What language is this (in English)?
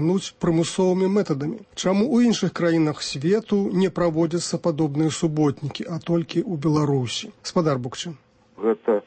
Belarusian